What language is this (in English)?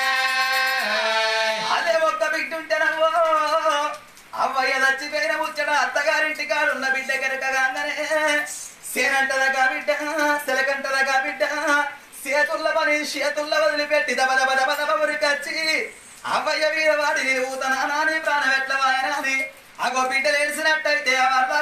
Telugu